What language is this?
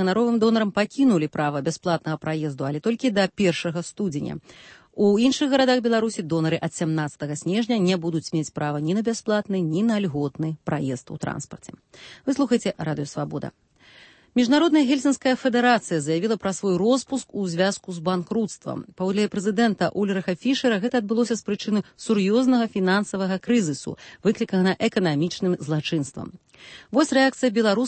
Belarusian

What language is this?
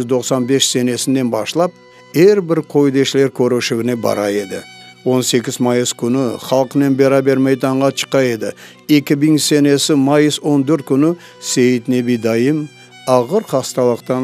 Crimean Tatar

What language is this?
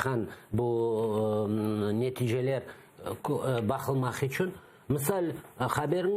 Crimean Tatar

